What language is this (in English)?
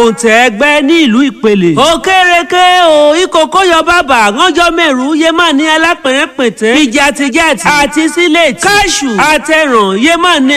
Yoruba